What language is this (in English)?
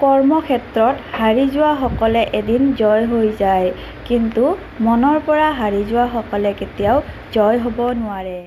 Assamese